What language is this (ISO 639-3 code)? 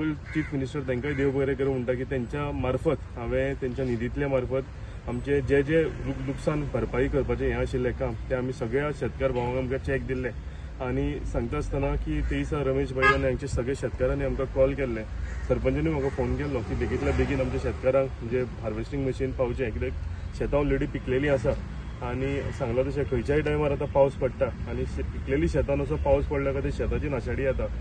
kok